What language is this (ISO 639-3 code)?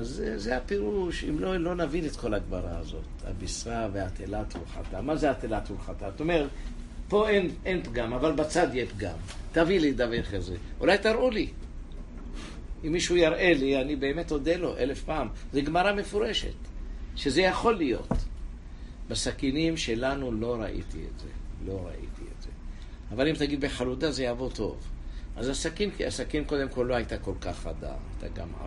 heb